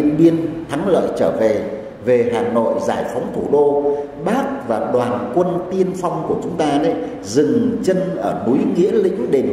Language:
Vietnamese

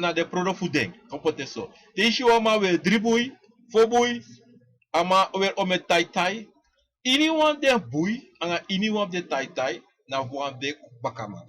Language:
Sranan Tongo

